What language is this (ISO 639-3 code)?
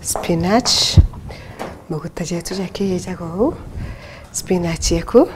mer